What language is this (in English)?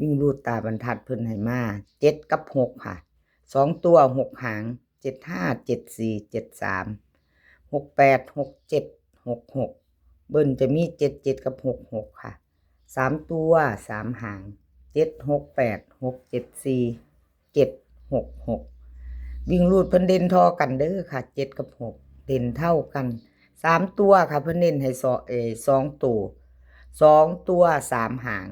Lao